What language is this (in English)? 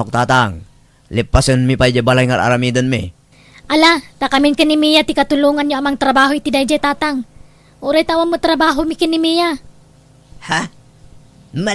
Iloko